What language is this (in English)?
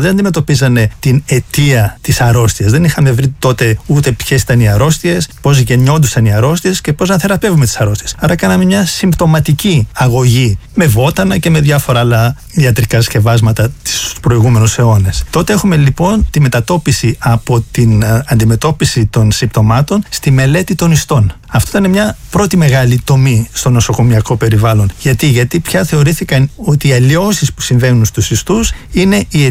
Greek